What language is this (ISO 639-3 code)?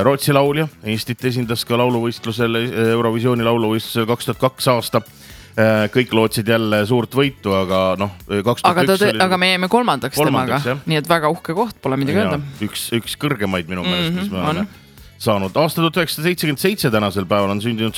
est